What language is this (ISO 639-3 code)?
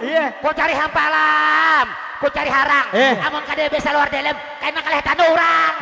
bjn